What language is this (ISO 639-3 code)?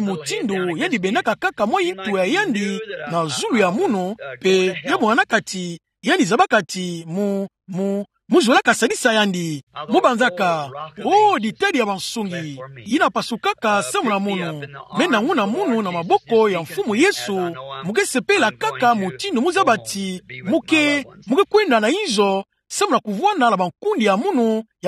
ktu